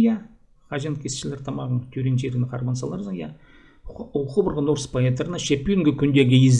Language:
Khakas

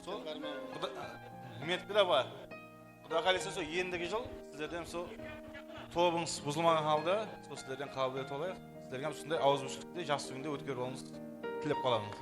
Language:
Kara-Kalpak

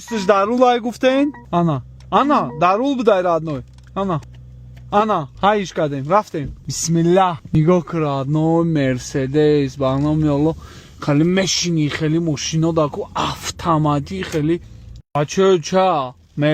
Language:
Tajik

